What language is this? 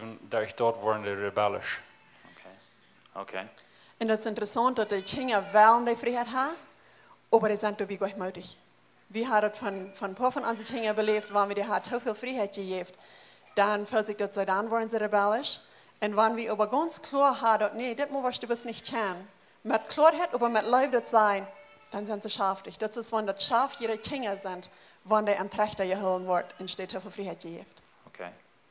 Plautdietsch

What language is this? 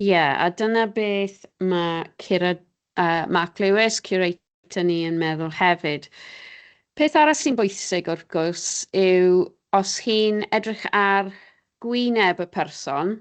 Welsh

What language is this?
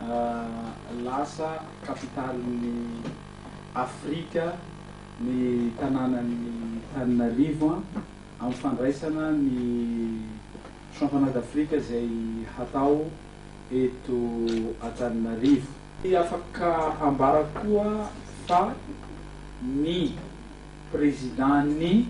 Malagasy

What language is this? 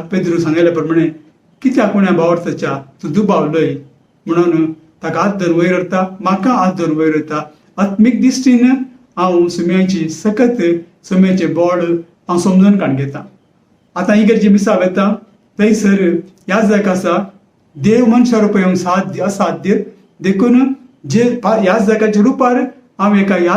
Konkani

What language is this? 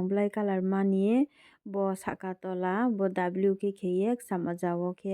Riang (India)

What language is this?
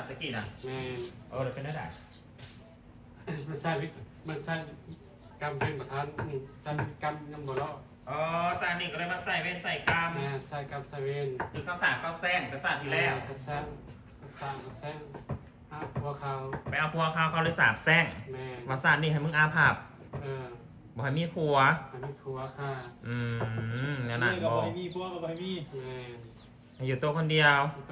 Northeastern Thai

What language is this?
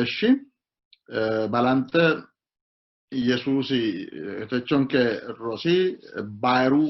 Sidamo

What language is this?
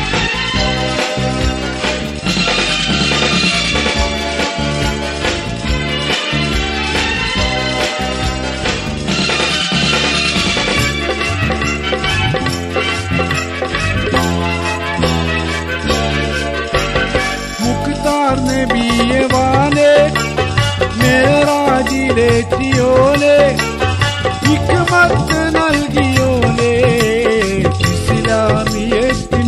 Malayalam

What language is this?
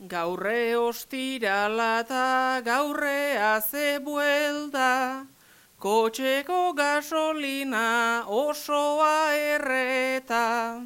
Basque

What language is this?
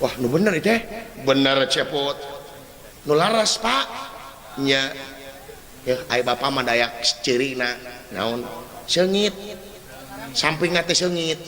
Sundanese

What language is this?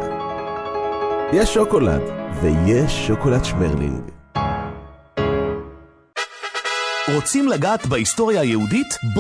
Hebrew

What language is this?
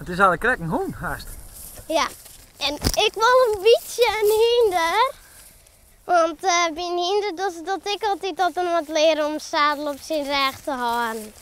Western Frisian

